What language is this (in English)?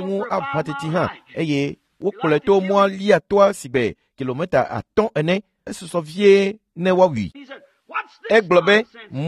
Ewe